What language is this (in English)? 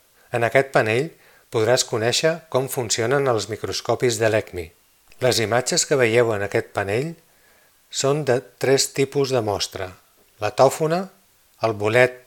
Catalan